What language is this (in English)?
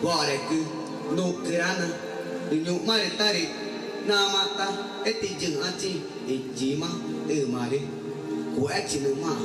Ticuna